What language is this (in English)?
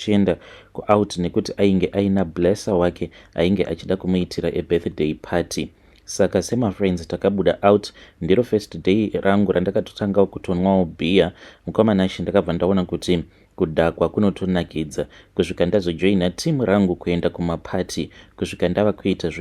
Shona